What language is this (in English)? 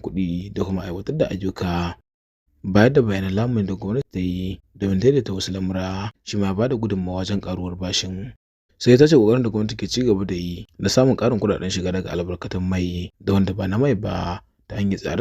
Hausa